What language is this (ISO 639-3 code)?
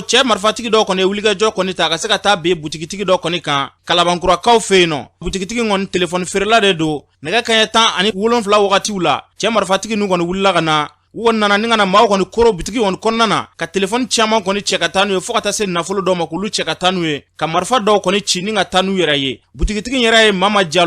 bam